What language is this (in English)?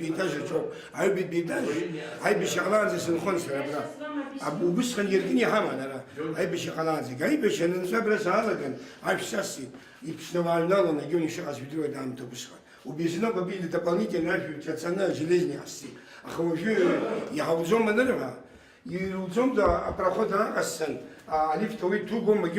Abkhazian